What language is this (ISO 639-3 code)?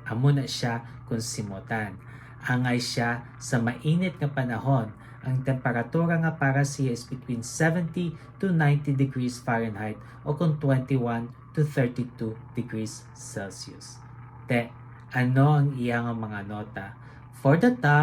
hil